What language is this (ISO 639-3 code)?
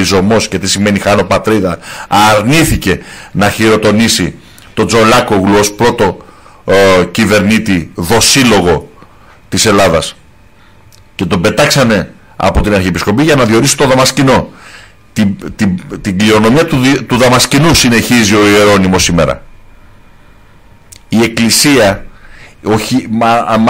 ell